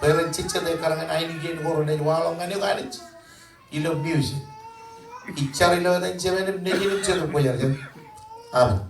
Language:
Marshallese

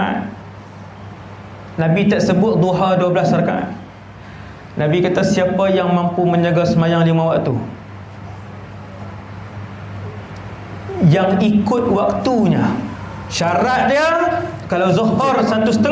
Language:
Malay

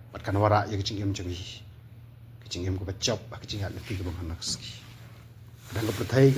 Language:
Khasi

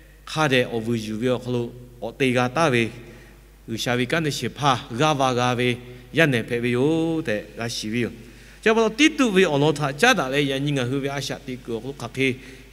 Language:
Lahu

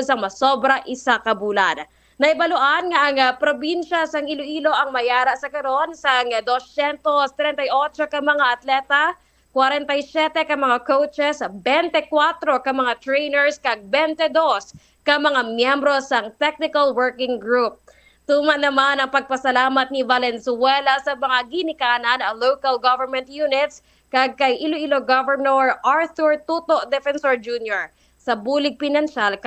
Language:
Hiligaynon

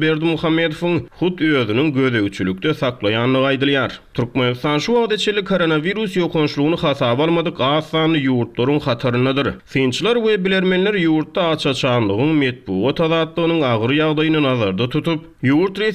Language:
Turkmen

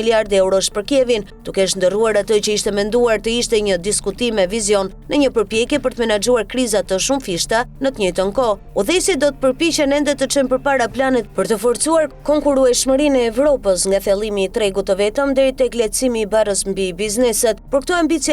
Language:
Albanian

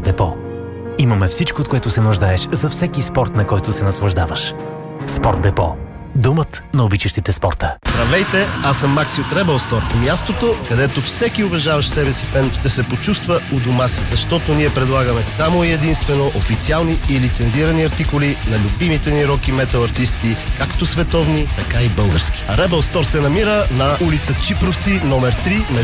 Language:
Bulgarian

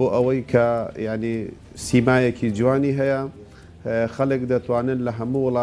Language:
Central Kurdish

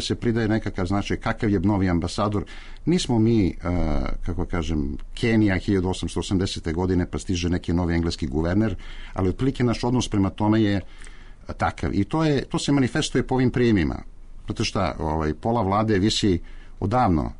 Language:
Serbian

